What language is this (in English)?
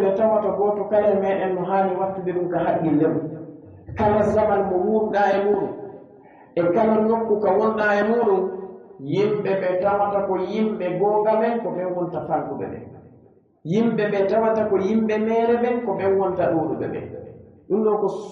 Pular